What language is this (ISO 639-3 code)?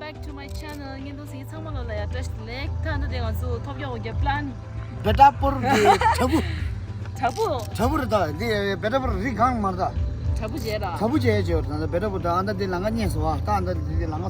bod